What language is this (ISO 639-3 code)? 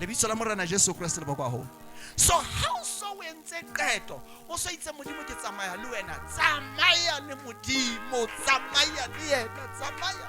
sot